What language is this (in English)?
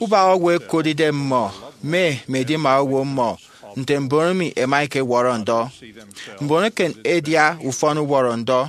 Efik